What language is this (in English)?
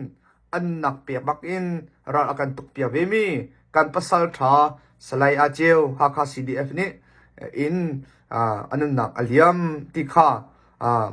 Hakha Chin